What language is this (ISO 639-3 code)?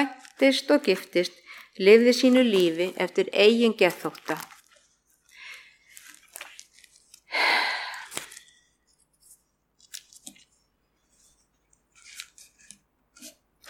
isl